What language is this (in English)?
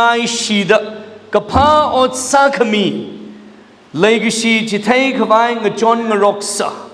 Tangkhul Naga (India)